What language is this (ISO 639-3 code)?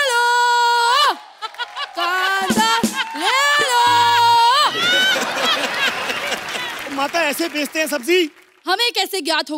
hin